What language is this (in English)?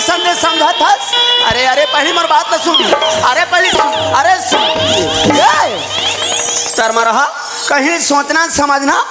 Chhattisgarhi